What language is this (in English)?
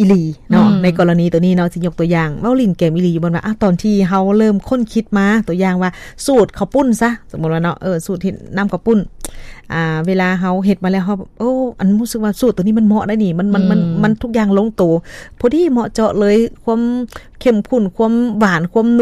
Lao